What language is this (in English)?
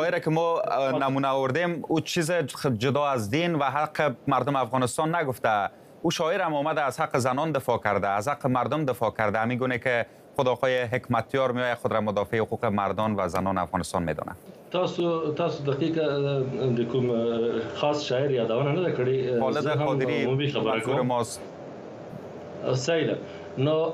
Persian